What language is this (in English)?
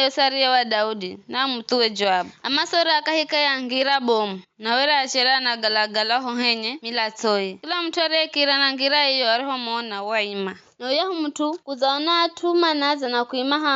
Giryama